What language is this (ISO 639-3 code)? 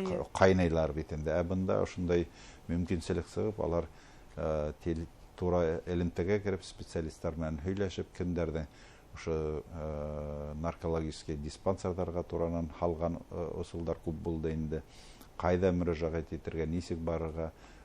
bak